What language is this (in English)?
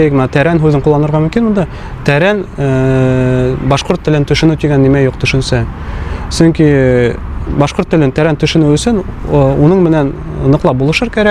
Bashkir